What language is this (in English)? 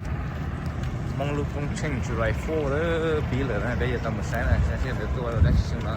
Hmong